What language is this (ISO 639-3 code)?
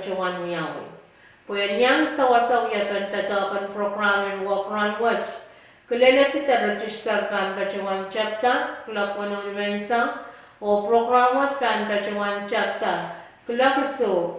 pon